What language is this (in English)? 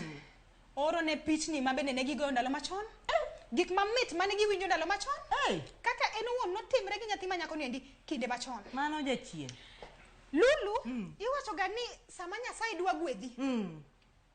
Luo (Kenya and Tanzania)